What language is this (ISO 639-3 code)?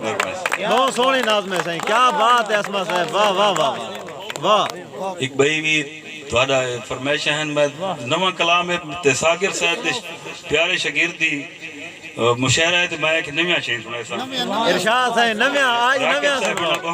skr